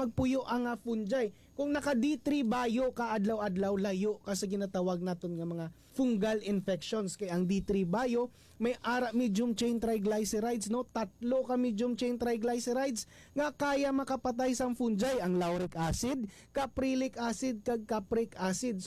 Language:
Hiligaynon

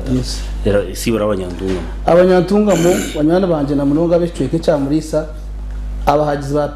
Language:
Nyankole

